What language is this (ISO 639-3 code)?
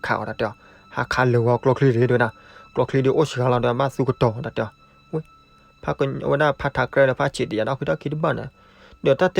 ksw